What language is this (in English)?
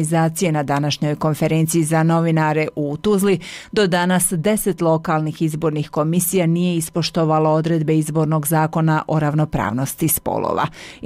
Bosnian